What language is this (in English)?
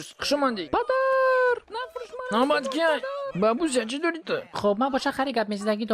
Tajik